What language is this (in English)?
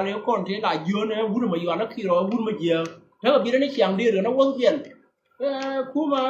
Nuer